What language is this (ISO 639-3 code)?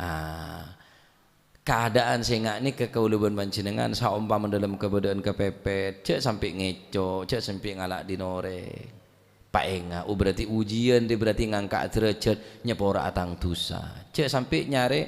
mad